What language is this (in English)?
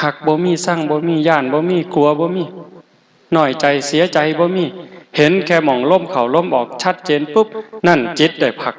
Northeastern Thai